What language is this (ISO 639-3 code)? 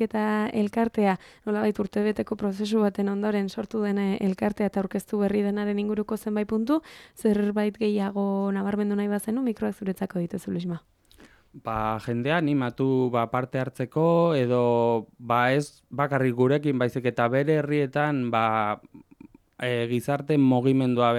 eus